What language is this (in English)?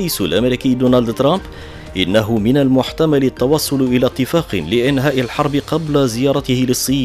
Arabic